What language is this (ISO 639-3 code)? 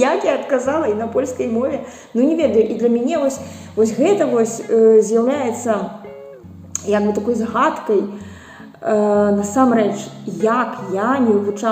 bel